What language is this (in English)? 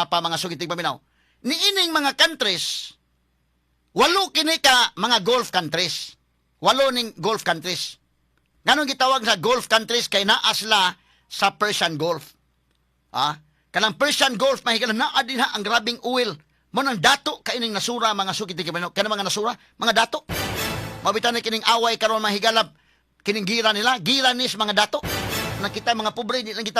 Cebuano